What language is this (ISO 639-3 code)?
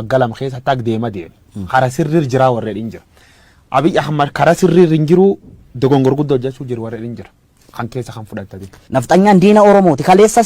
orm